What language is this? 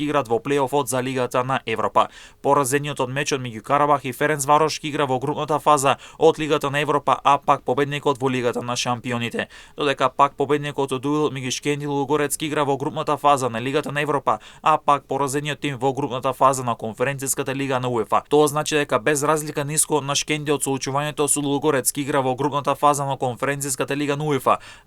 Macedonian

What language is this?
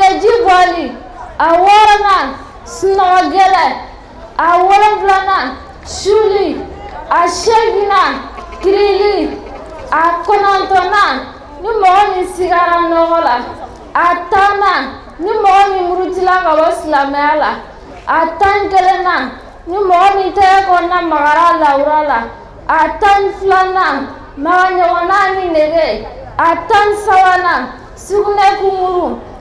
Bambara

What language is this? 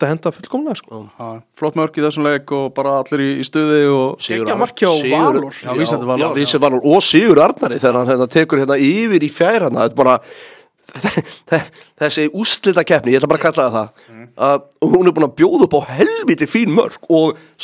Icelandic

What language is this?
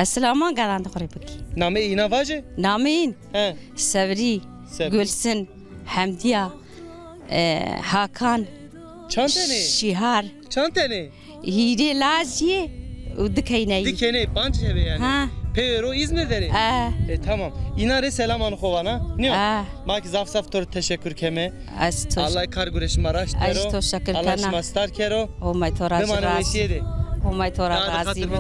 Zaza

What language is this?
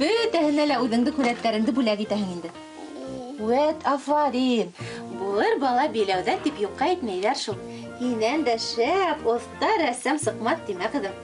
Bashkir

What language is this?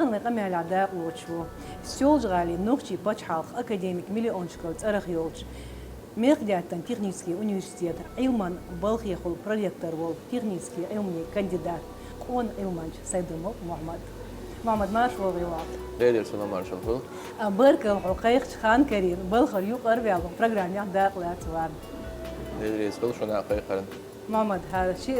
Chechen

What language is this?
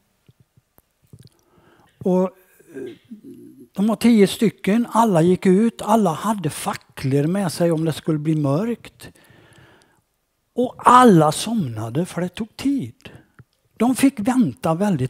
Swedish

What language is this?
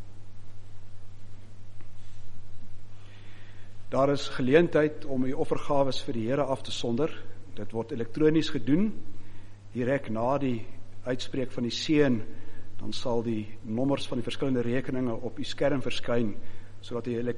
Afrikaans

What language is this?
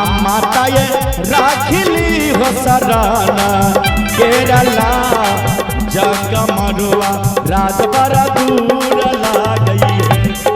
Maithili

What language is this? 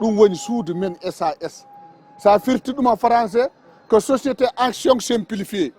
Fula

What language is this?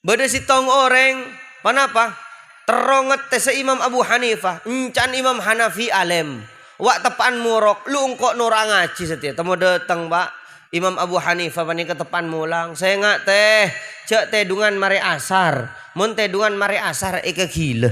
Madurese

